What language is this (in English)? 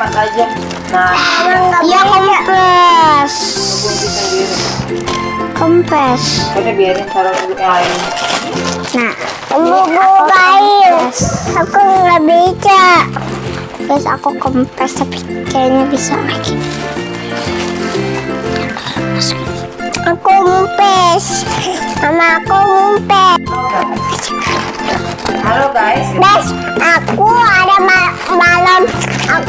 Indonesian